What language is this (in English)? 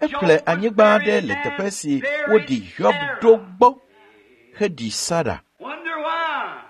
Ewe